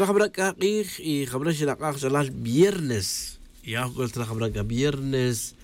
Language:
Tz'utujil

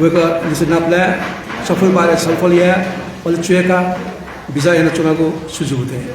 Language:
Newari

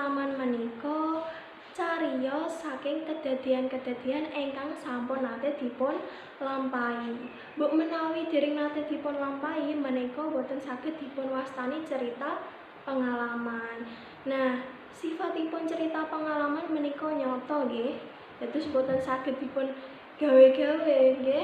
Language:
Javanese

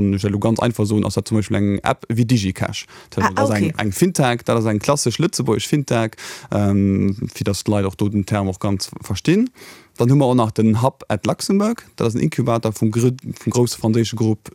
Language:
Luxembourgish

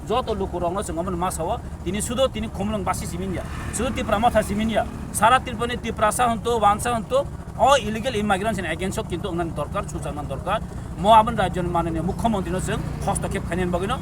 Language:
Kok Borok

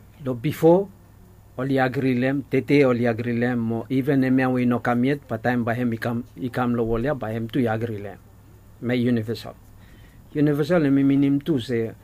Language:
Bislama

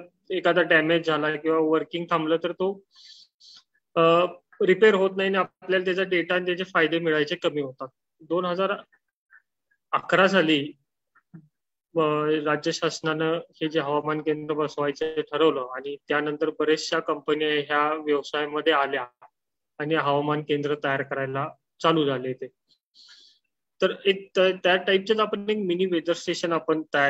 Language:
Marathi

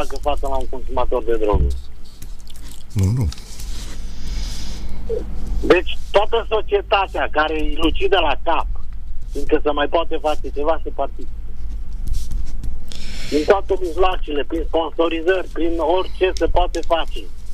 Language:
Romanian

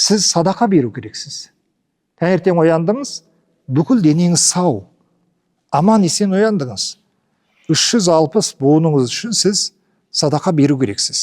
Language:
Kazakh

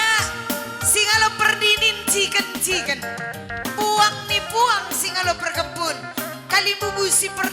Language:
Batak Karo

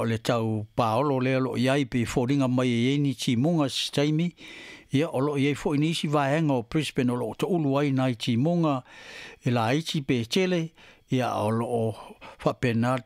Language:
Samoan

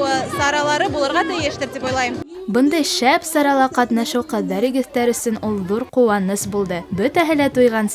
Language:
Bashkir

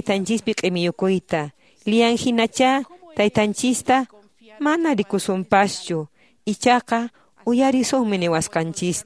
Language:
Quechua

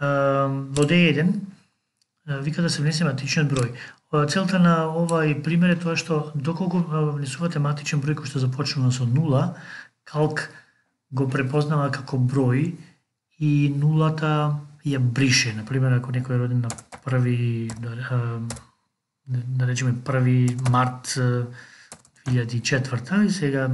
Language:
Macedonian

